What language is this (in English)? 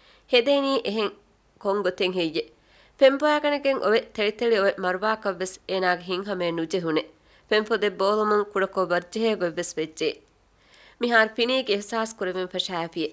Divehi